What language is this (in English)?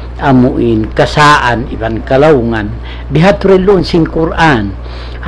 Tausug